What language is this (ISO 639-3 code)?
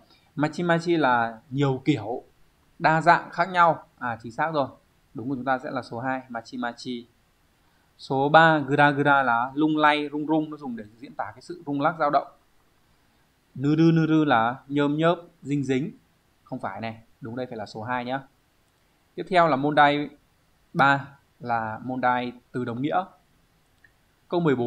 vie